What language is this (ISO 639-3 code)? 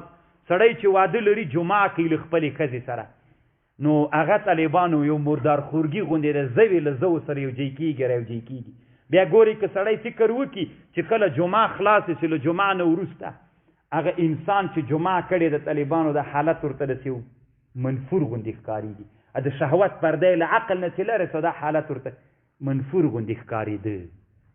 pus